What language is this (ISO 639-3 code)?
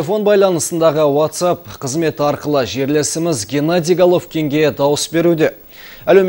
kaz